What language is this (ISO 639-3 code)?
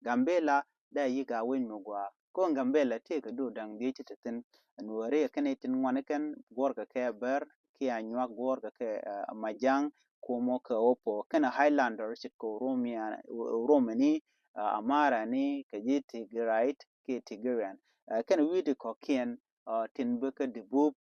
nus